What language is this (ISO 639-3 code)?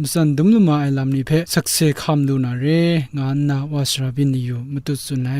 kac